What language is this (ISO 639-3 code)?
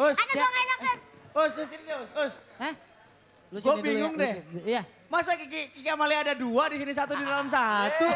bew